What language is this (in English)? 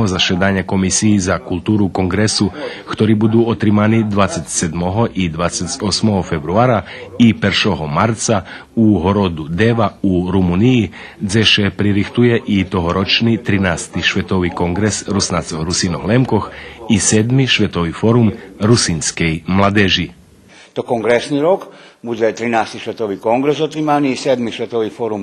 Rusyn